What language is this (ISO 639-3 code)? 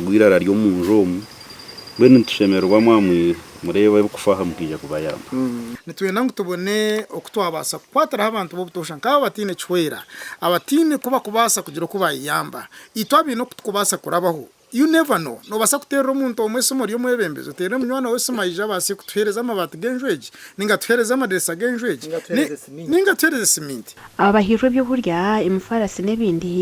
nyn